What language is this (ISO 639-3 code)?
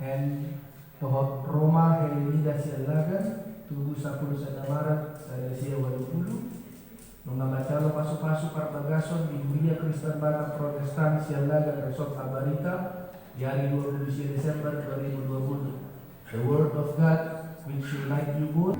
bbc